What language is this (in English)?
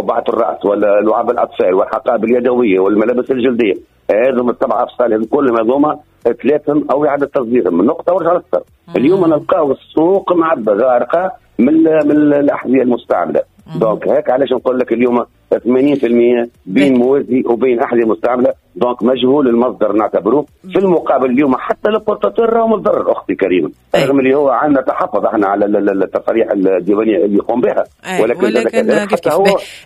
Tunisian Arabic